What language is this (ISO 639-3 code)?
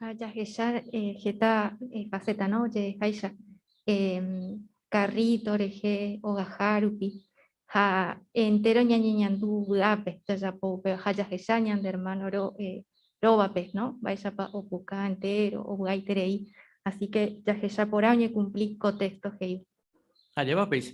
grn